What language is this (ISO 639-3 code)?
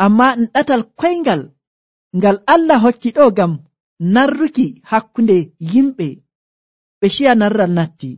fuv